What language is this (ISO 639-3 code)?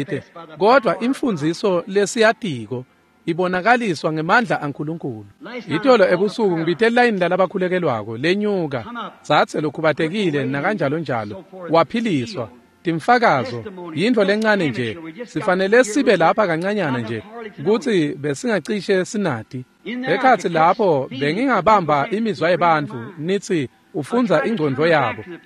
ssw